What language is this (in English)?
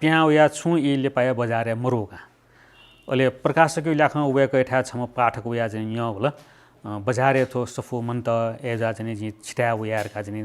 Newari